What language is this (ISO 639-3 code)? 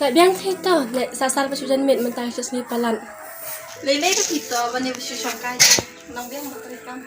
kha